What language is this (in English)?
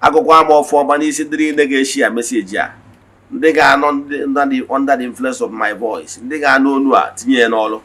Igbo